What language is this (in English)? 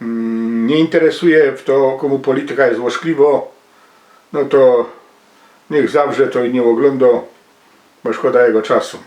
Silesian